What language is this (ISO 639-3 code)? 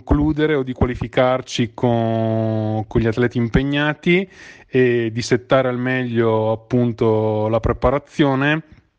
ita